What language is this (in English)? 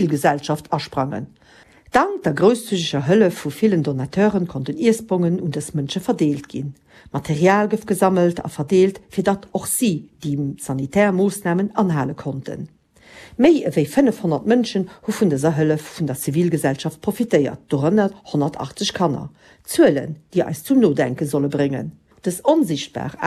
Luxembourgish